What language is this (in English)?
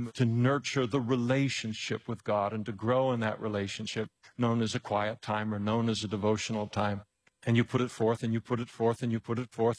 English